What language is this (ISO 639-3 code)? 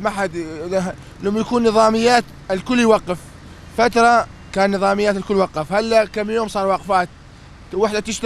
kur